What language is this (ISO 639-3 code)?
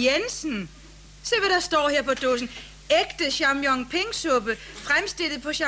dan